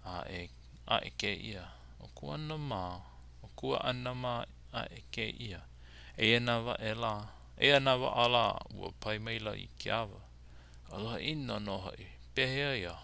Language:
Hawaiian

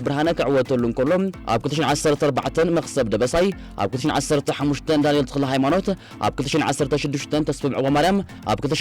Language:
Tigrinya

